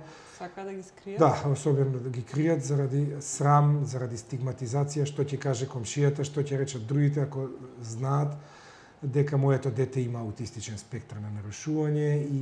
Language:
Macedonian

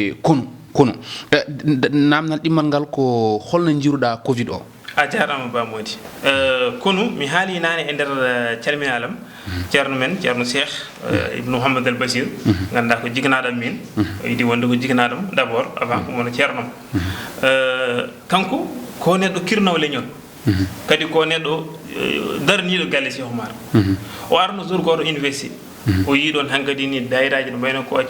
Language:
Fula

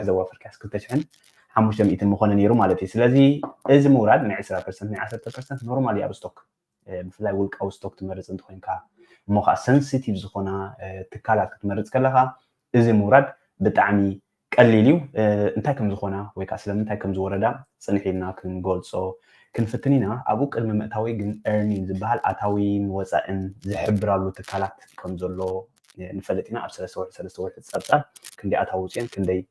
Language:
Tigrinya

